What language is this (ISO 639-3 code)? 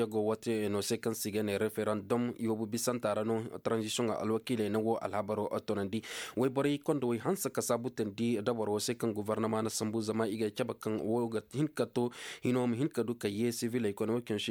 ses